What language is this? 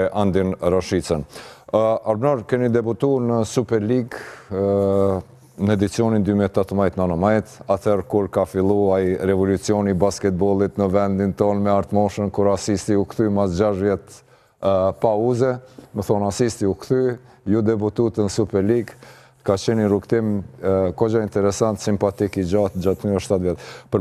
Albanian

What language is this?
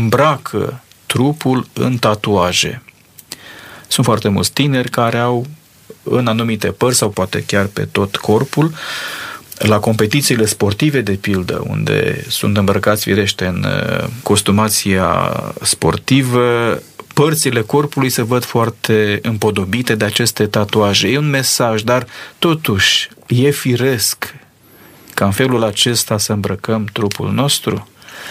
Romanian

